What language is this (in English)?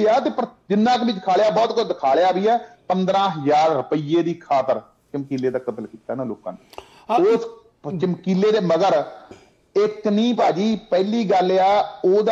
Punjabi